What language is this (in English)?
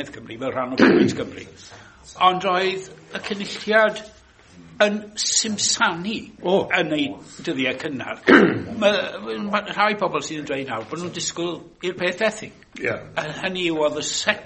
Welsh